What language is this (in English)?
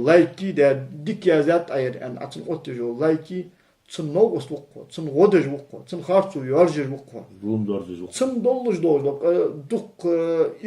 Ingush